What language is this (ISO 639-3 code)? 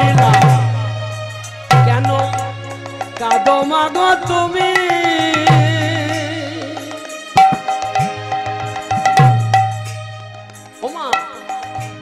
ben